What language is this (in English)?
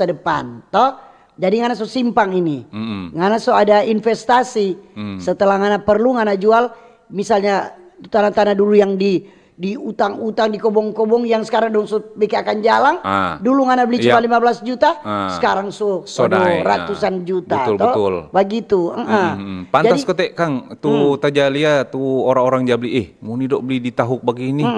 Manado Malay